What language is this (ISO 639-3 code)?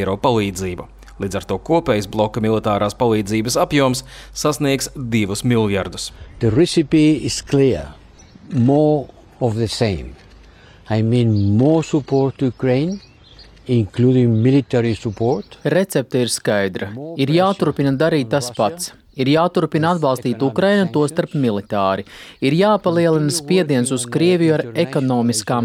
lav